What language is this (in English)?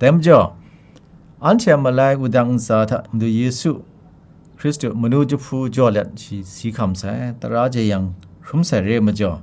Kachin